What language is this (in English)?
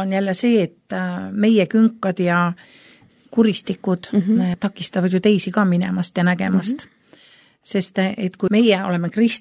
Estonian